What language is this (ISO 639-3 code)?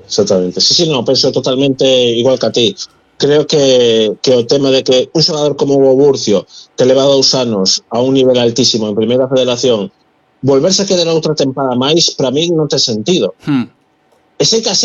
glg